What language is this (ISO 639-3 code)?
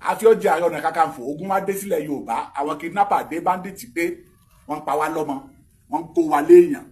yor